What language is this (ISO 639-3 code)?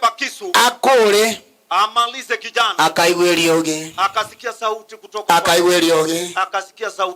guz